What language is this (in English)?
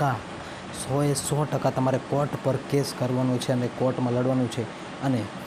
Gujarati